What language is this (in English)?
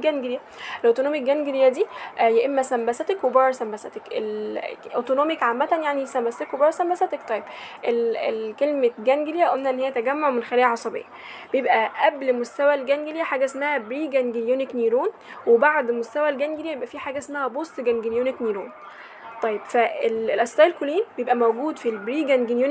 Egyptian Arabic